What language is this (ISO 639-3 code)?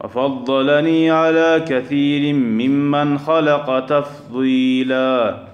kum